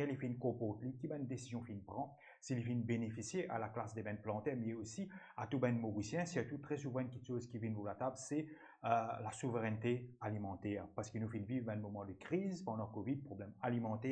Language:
Morisyen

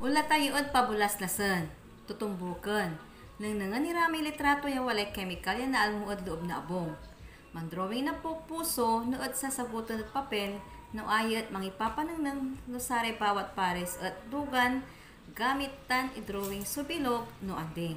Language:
Pangasinan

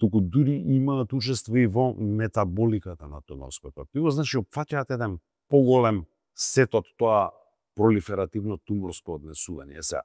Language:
Macedonian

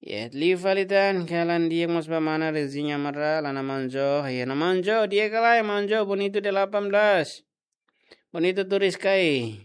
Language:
Tetum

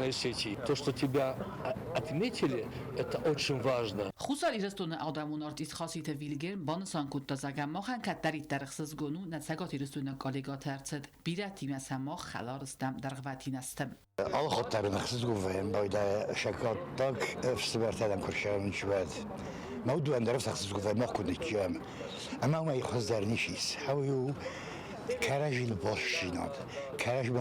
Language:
Ossetic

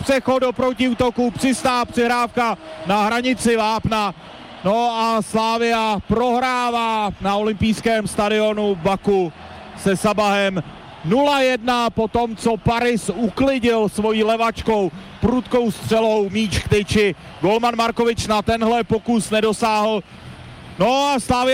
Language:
Czech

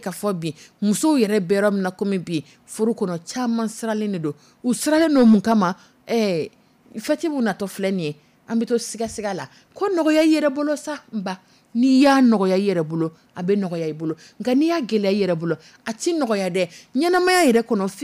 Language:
Dyula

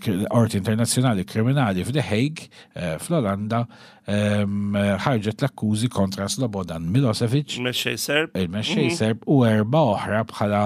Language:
Maltese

